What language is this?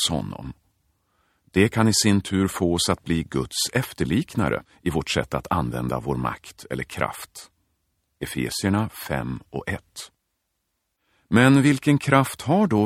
Swedish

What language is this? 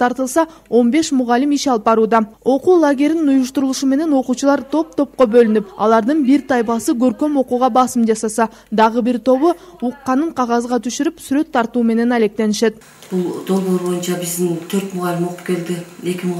Kyrgyz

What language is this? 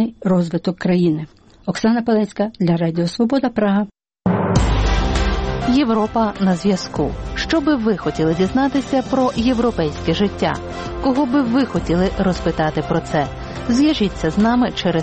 Ukrainian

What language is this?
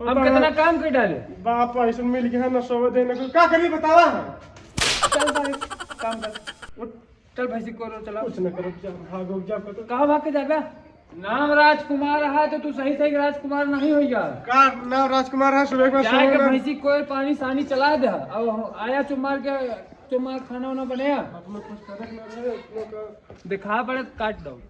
Awadhi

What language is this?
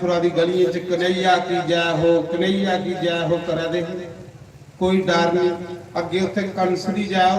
Dogri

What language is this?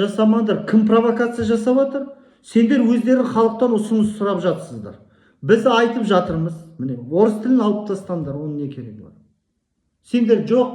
Kazakh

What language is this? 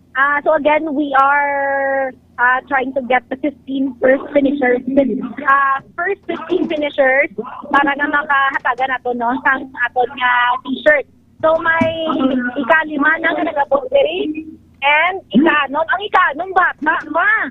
Hiligaynon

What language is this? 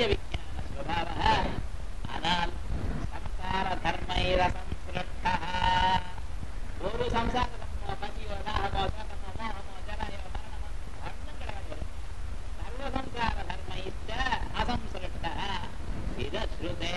Tamil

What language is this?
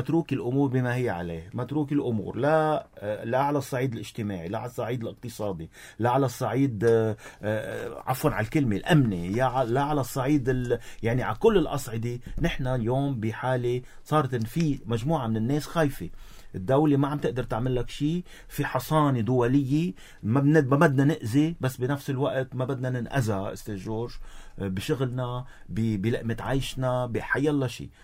North Levantine Arabic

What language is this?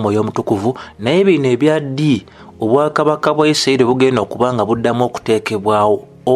Ganda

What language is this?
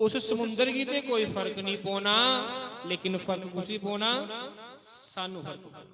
Dogri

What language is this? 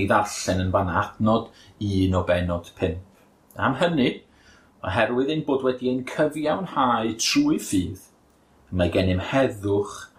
Welsh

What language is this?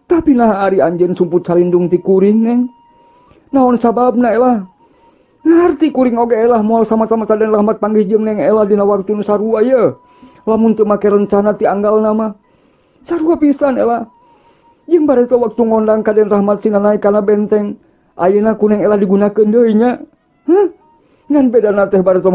Sundanese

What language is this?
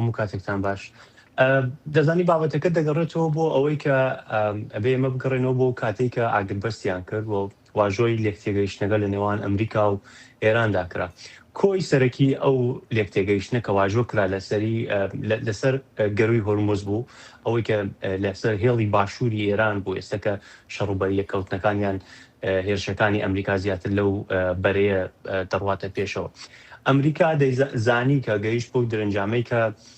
Central Kurdish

